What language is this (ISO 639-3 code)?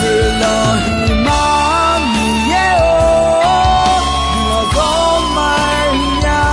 ahk